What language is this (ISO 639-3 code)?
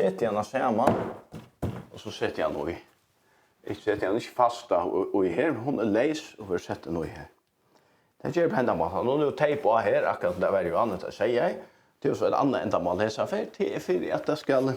fao